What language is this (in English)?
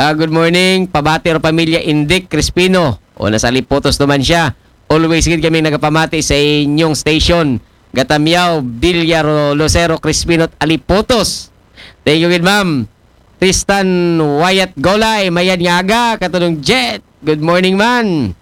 Aklanon